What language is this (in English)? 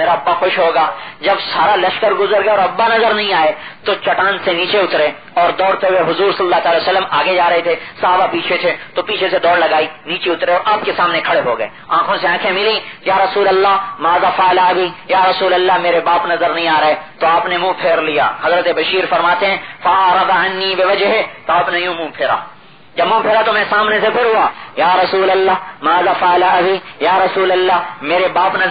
Urdu